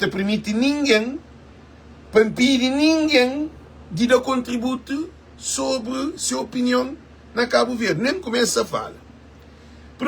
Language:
Kabuverdianu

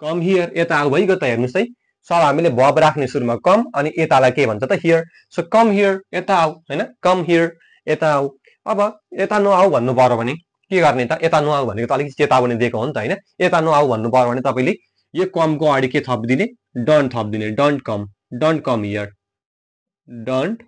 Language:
Nepali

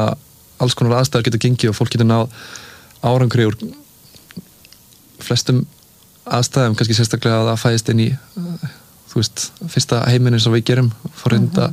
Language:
Icelandic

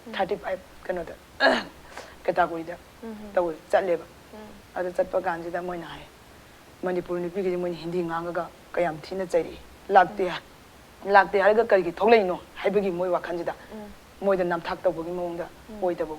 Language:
Manipuri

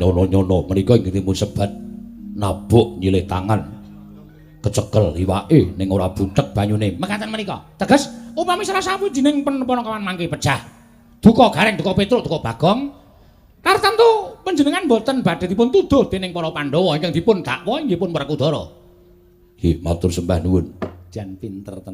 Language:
Javanese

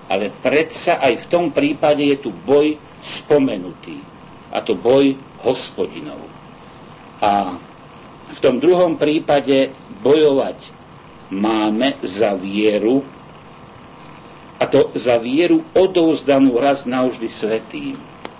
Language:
Slovak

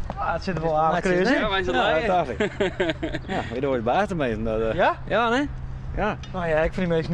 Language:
Western Frisian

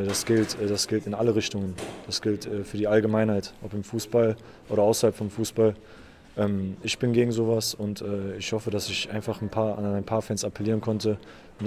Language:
German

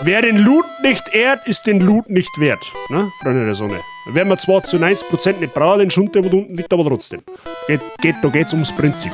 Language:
Bavarian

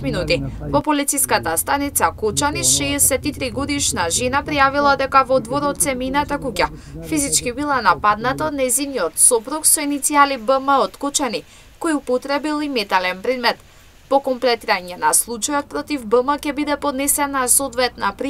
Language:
Macedonian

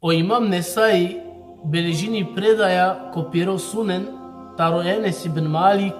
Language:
Balkan Romani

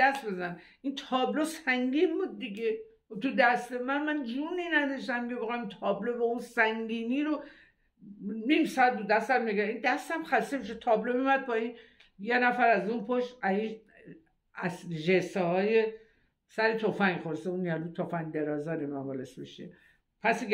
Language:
Persian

